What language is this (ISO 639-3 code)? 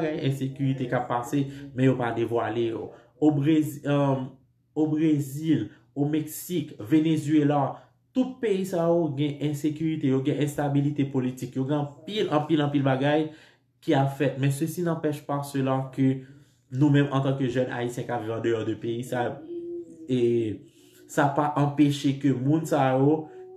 hat